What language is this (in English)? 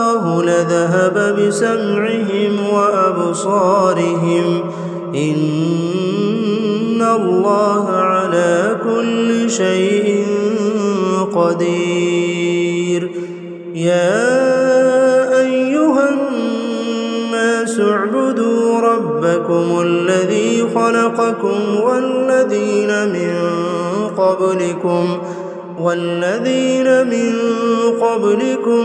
Arabic